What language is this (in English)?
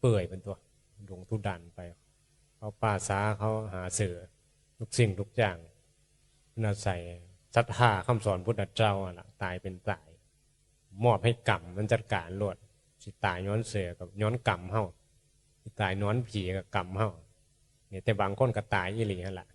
Northeastern Thai